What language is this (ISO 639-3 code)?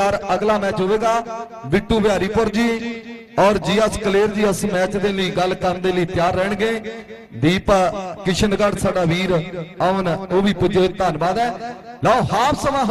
pan